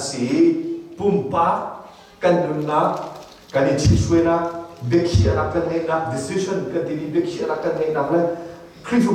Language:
Hakha Chin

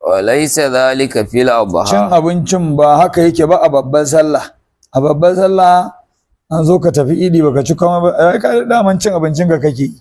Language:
Hausa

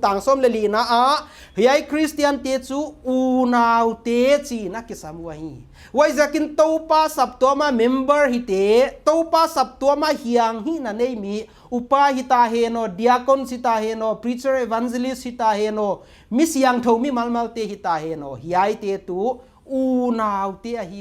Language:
Paite Chin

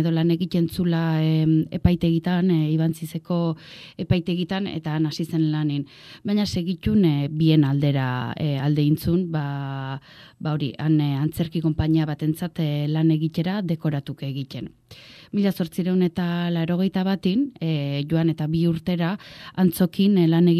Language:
Basque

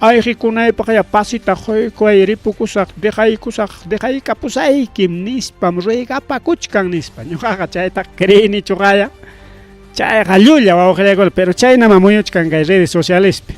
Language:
Ayacucho Quechua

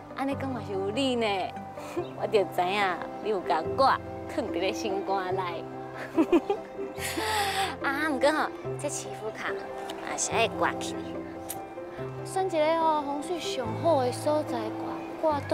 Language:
Min Nan Chinese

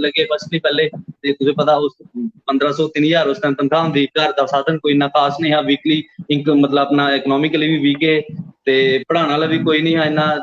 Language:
Dogri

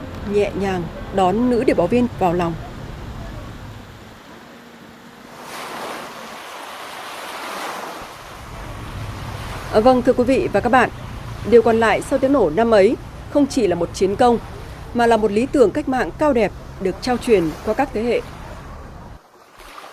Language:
Vietnamese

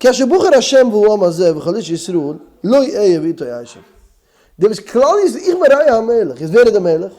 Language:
Yiddish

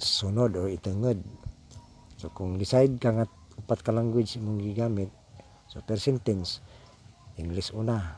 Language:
Cebuano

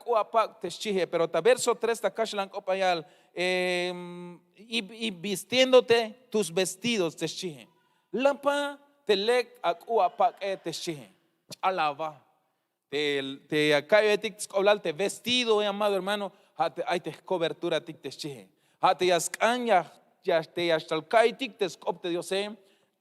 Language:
Tzeltal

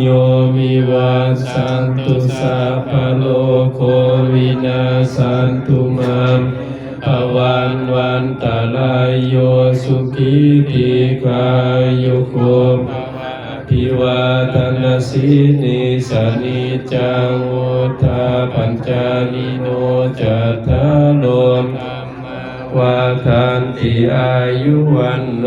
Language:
Pali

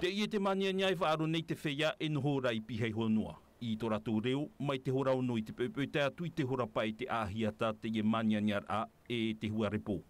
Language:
Tahitian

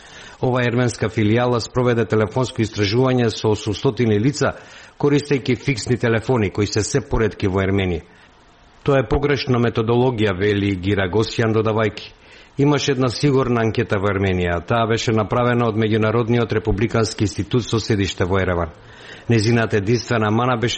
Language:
Macedonian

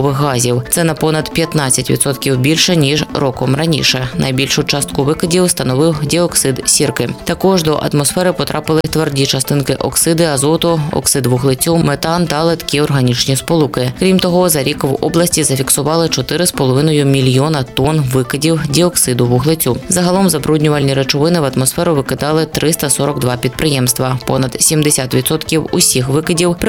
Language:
Ukrainian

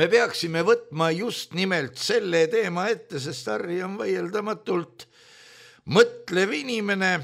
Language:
Estonian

